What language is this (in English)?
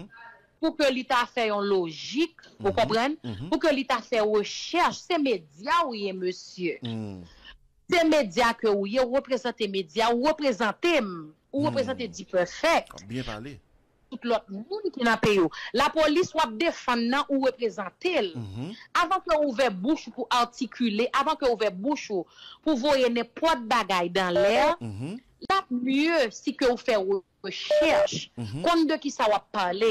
Haitian Creole